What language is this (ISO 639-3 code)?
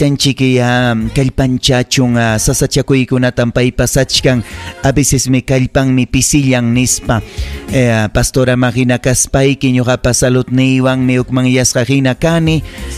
quy